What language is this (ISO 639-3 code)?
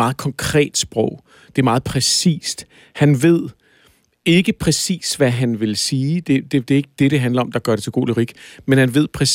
dan